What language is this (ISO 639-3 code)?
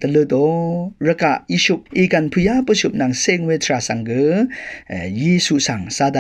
raw